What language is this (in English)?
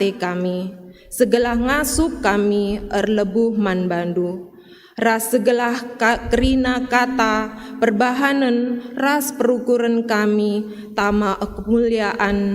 Batak Karo